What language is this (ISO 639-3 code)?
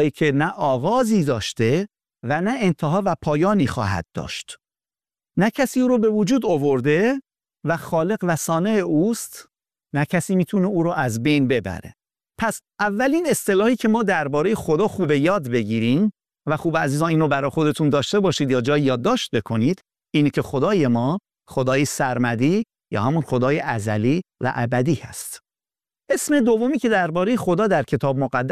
fas